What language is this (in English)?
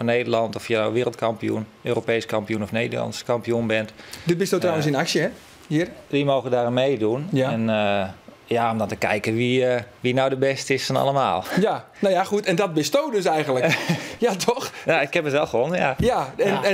Western Frisian